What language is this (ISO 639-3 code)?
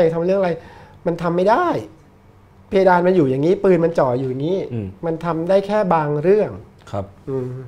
tha